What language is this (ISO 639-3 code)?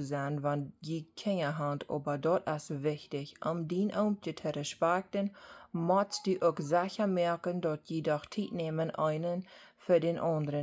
pdt